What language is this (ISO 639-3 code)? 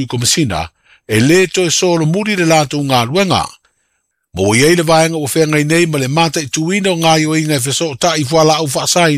smo